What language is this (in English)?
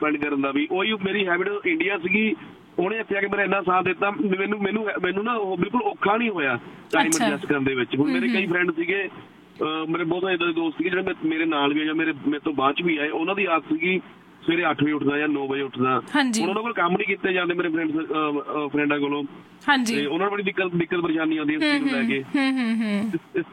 Punjabi